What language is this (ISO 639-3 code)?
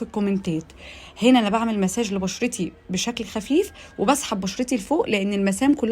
arz